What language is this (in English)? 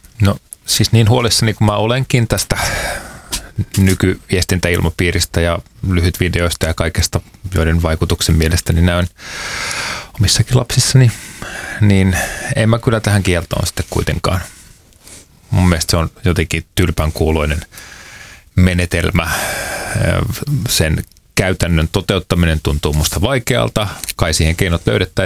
Finnish